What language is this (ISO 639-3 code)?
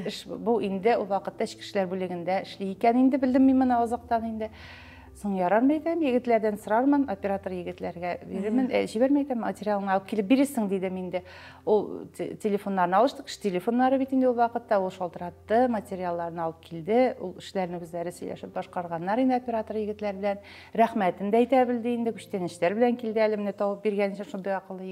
tat